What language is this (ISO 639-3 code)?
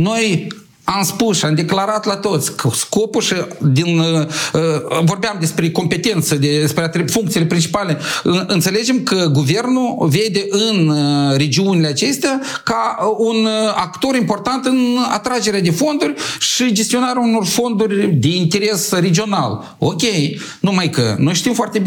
ron